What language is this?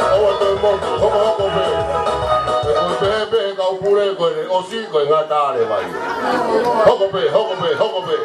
Tongan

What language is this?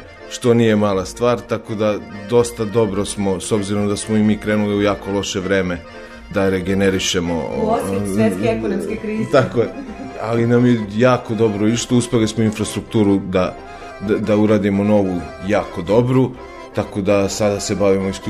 Serbian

